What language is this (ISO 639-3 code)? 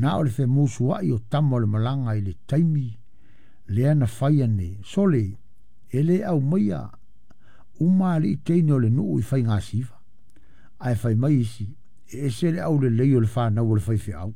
smo